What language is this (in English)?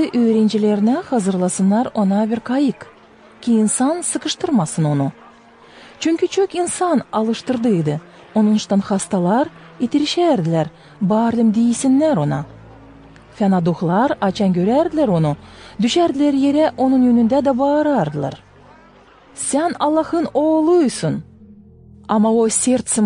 Gagauz